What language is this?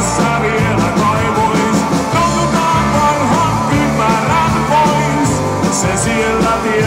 Finnish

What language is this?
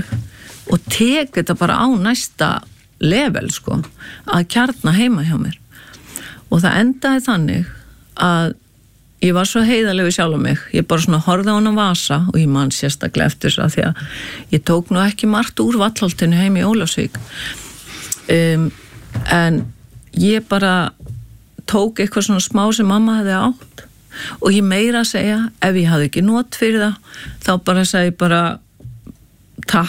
Icelandic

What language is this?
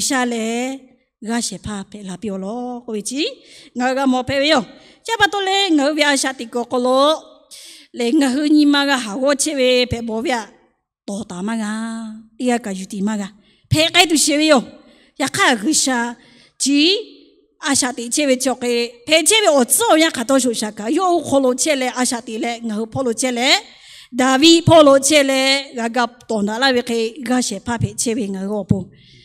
Lahu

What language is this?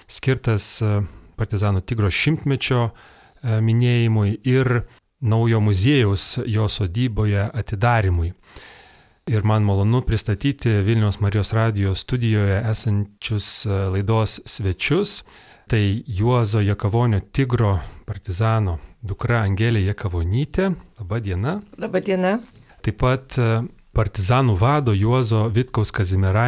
Lithuanian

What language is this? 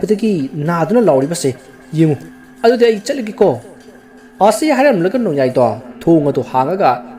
Manipuri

